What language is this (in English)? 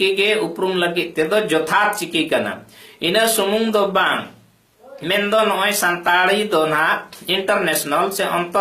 Santali